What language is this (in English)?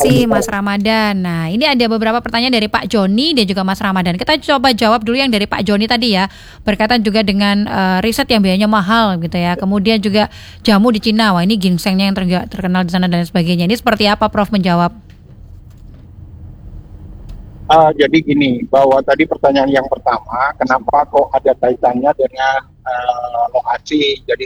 Indonesian